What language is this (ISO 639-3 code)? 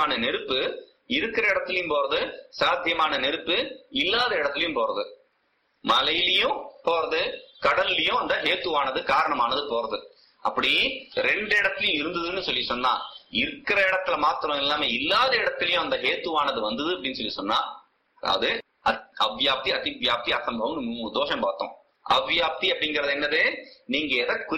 tam